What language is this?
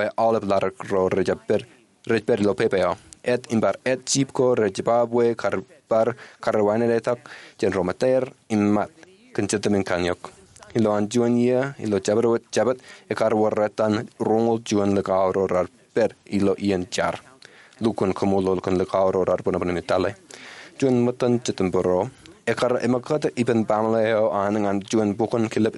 Marshallese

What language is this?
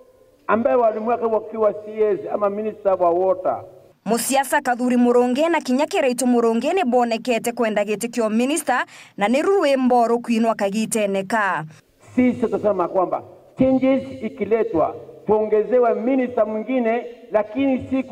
Meru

